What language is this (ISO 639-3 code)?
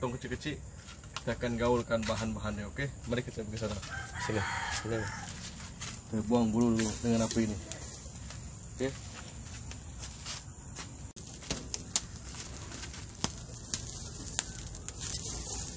msa